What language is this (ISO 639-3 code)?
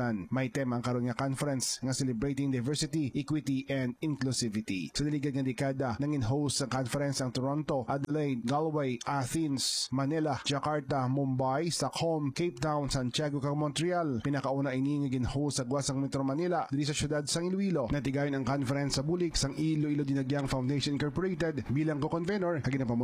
hil